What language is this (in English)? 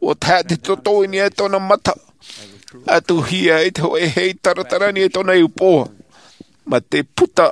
Tahitian